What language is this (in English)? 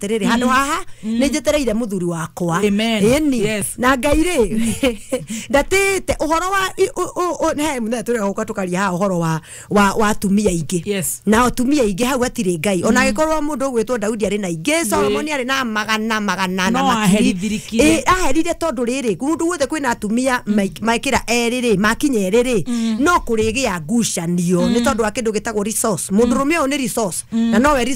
Kikuyu